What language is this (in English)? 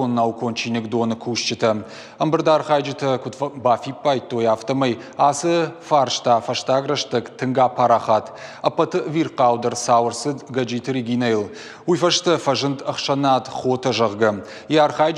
Ossetic